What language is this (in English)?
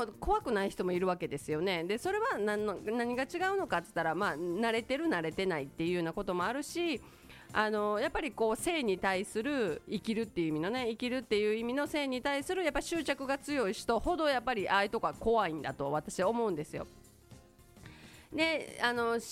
Japanese